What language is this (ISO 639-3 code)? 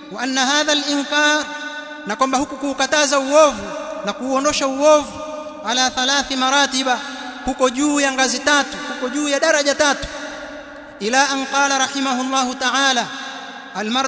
swa